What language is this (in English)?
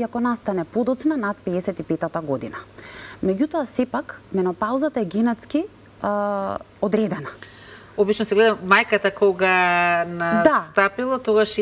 Macedonian